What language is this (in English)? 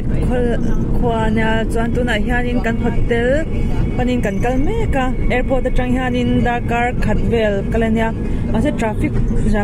Mizo